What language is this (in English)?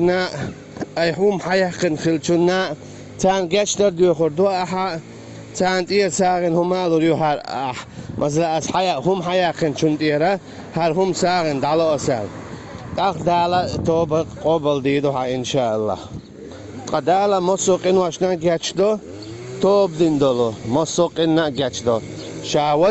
Chechen